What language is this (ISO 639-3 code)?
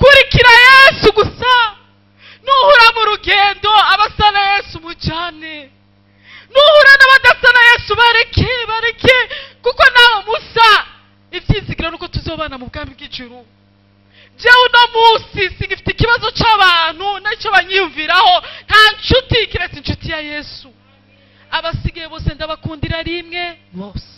run